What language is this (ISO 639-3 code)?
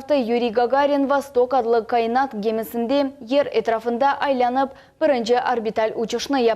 crh